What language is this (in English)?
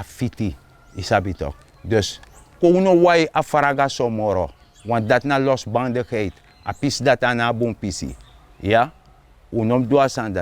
Sranan Tongo